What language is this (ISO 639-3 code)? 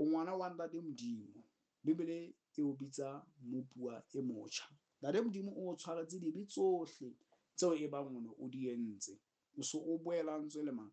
sot